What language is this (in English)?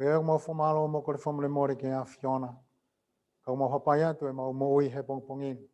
Tongan